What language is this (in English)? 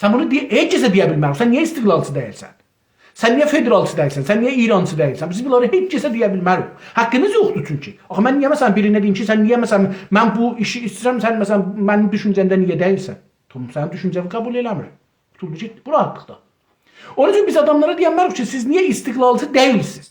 South Azerbaijani